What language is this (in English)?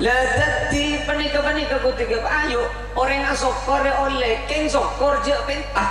Madurese